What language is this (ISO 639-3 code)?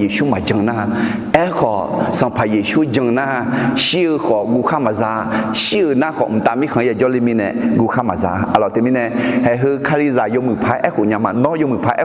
ahk